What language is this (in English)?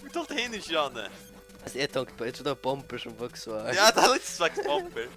Faroese